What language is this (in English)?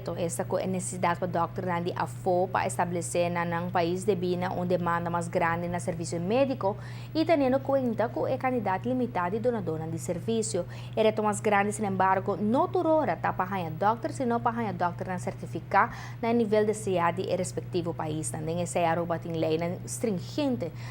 Papiamento